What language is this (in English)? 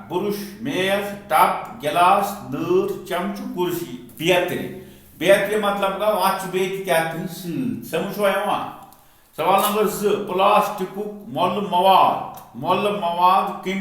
Kashmiri